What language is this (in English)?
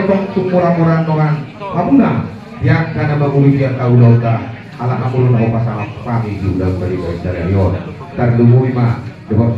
Batak Toba